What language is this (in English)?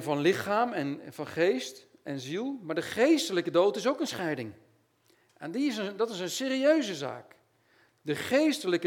Dutch